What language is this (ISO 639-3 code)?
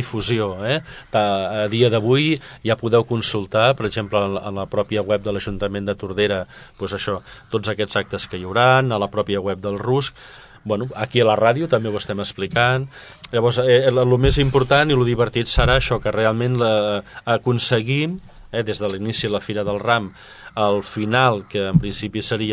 cat